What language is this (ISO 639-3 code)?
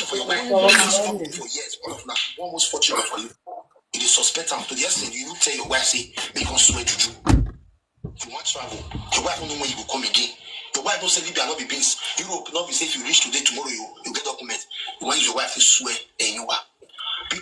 pcm